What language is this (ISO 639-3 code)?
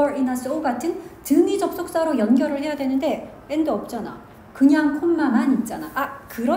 kor